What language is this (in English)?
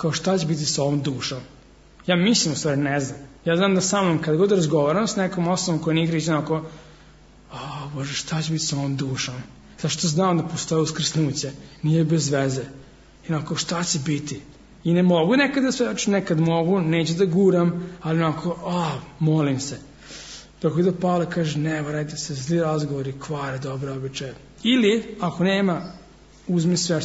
Serbian